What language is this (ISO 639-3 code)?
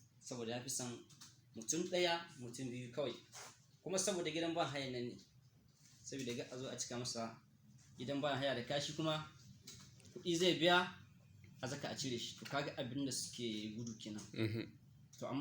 hau